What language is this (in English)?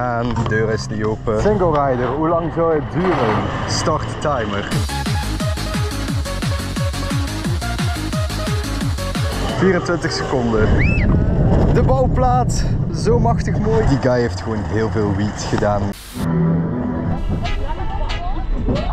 Dutch